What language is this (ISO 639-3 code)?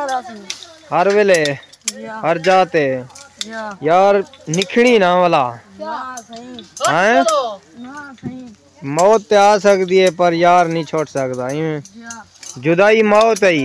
skr